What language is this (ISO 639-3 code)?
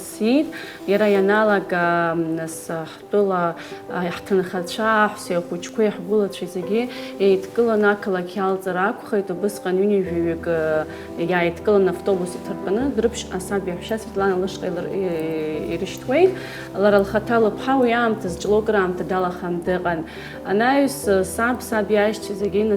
abk